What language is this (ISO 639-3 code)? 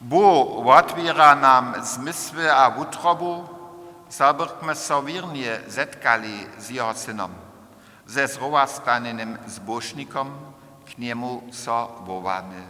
hsb